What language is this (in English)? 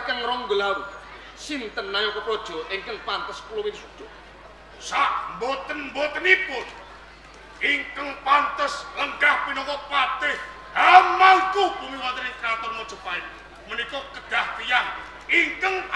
Javanese